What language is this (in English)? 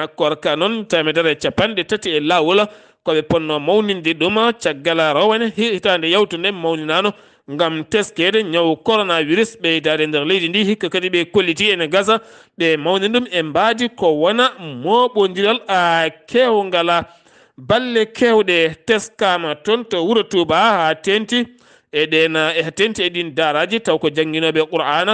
Fula